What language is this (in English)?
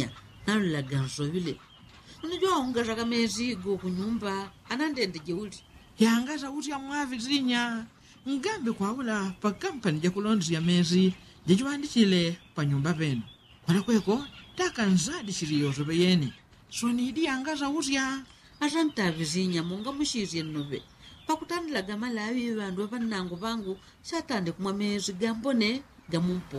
Yao